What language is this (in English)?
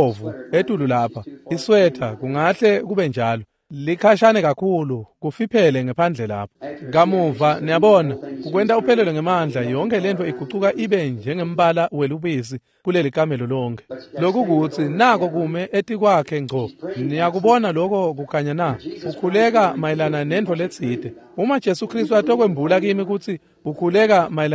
Swati